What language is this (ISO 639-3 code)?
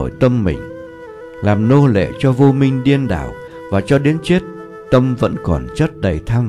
vie